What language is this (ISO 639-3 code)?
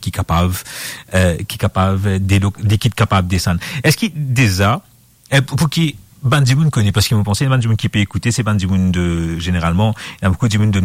mfe